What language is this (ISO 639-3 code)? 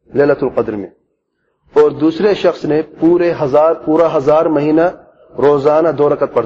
urd